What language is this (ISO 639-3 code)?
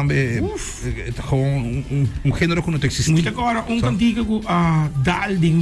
pap